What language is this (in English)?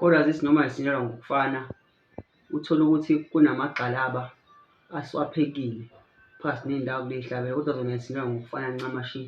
Zulu